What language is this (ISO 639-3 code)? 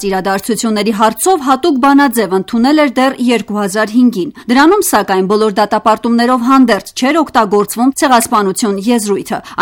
hye